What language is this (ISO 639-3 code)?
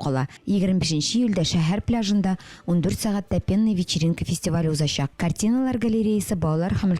tat